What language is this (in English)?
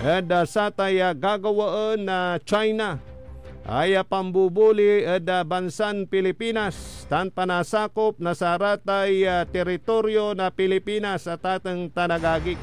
Pangasinan